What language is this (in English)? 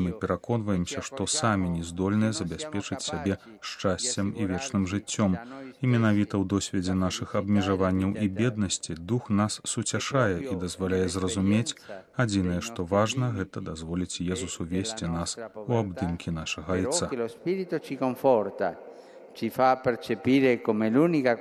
Belarusian